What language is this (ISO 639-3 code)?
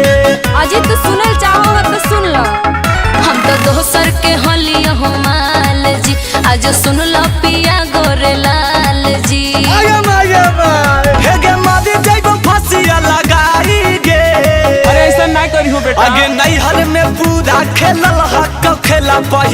mag